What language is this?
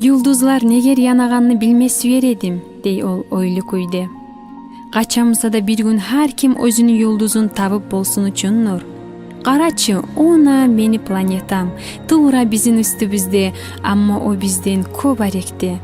Kumyk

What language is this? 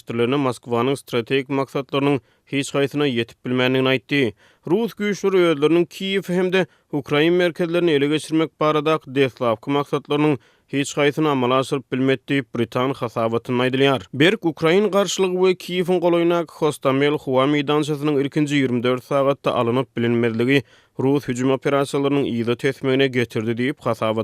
Turkmen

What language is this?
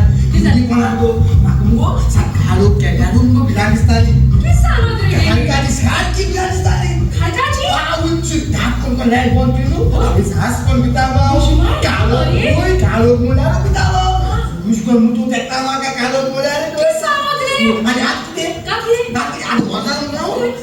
Konkani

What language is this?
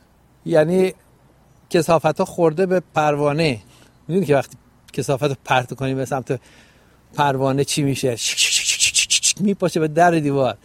Persian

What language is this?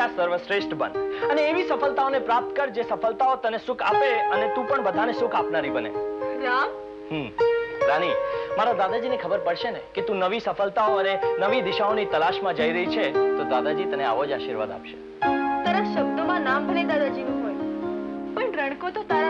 Gujarati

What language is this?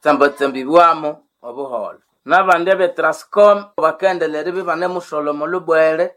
Nande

